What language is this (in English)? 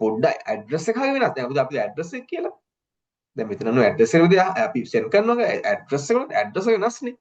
Sinhala